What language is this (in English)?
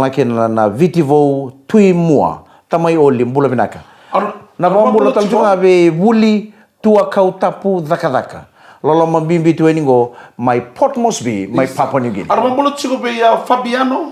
Fijian